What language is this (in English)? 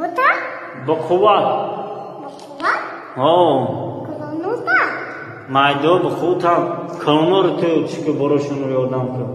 Tajik